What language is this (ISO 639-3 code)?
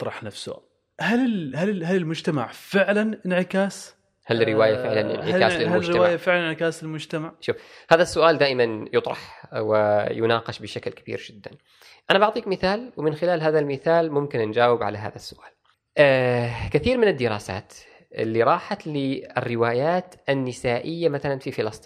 afb